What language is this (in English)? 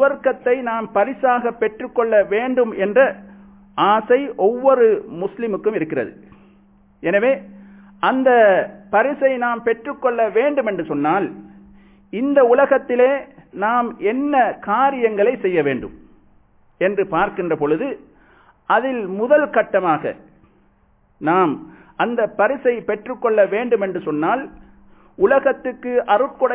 Tamil